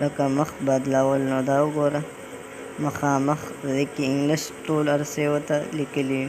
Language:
Pashto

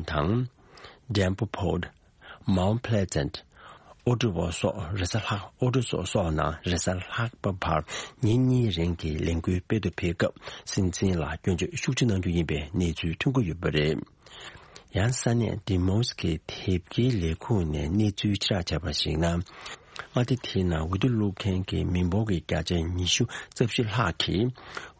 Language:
Tibetan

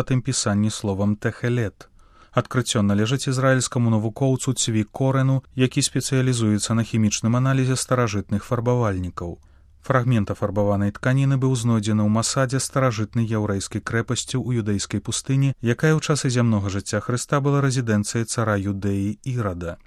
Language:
Belarusian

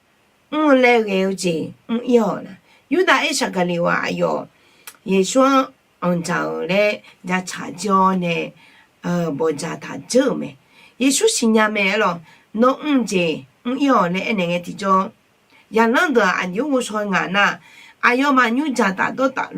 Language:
Akha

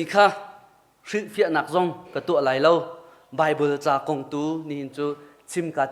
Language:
Hakha Chin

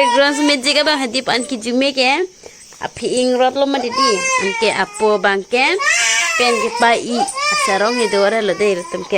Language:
Karbi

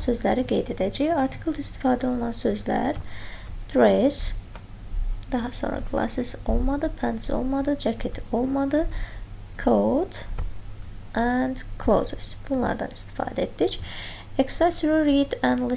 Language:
Azerbaijani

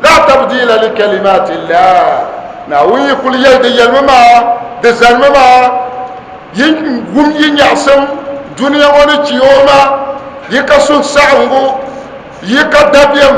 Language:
Dagbani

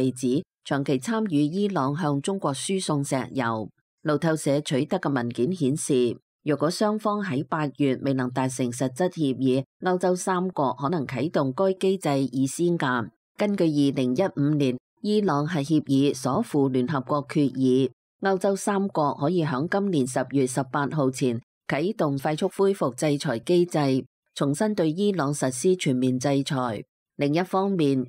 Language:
Cantonese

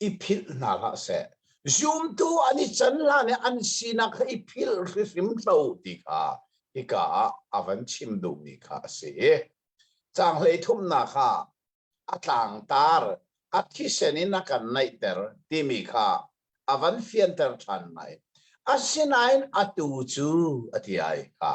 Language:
Hakha Chin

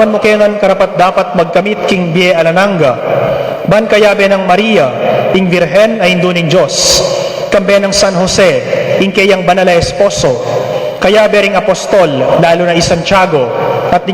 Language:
Pampanga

